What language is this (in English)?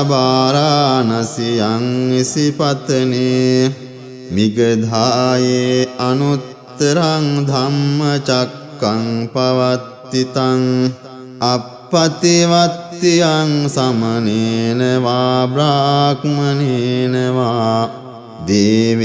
Pali